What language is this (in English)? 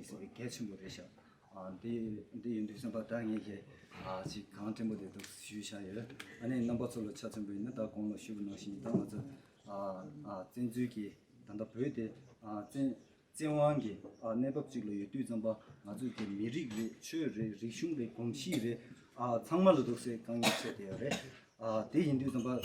Tibetan